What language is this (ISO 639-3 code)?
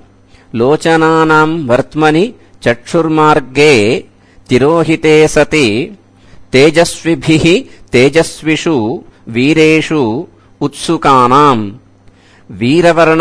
san